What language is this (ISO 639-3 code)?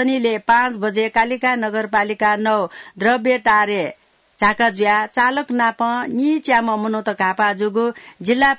new